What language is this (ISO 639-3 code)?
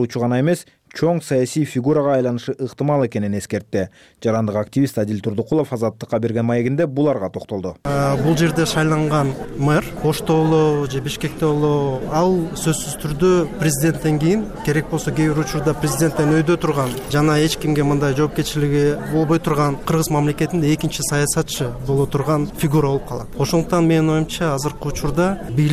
kir